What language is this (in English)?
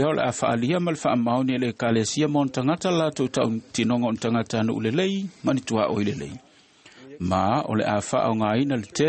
Samoan